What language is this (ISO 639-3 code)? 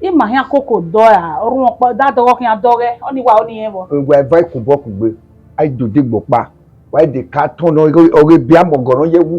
bin